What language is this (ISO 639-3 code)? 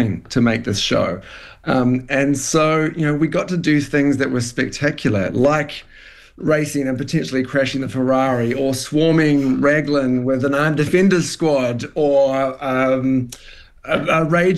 eng